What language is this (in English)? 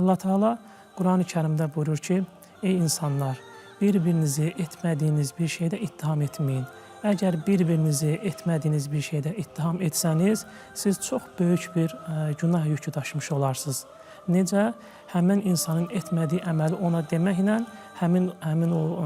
Azerbaijani